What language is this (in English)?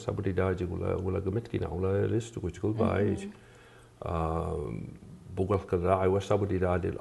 Mi'kmaw